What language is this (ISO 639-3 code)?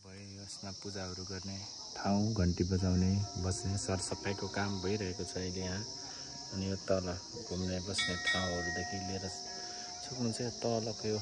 nep